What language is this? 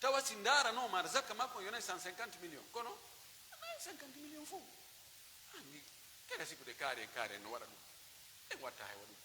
Pular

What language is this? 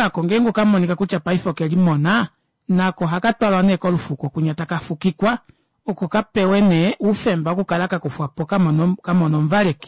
Kuanyama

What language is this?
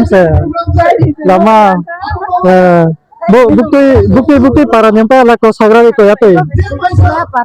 Riang (India)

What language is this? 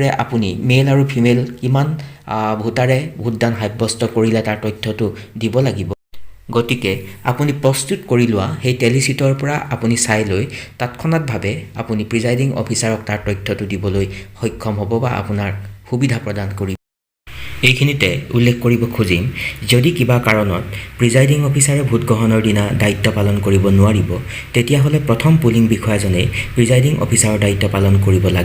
Assamese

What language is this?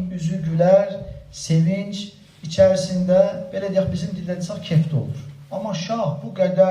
Azerbaijani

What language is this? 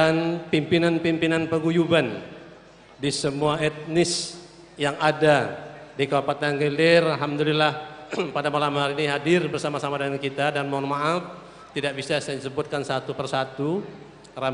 Banjar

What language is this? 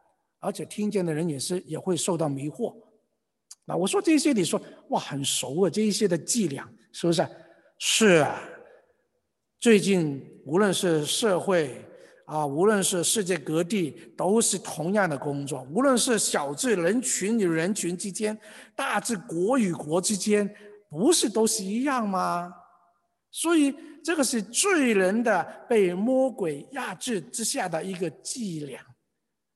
Chinese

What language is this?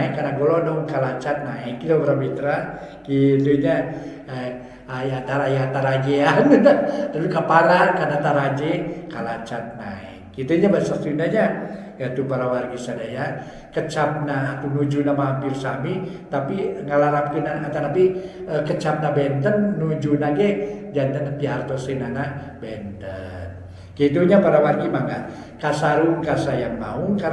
Sundanese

